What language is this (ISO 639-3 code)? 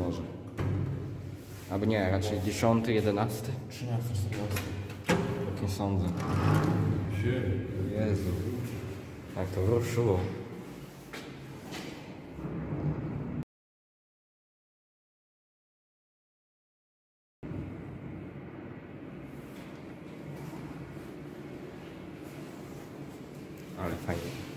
pol